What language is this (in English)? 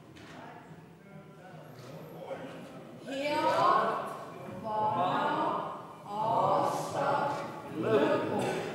Estonian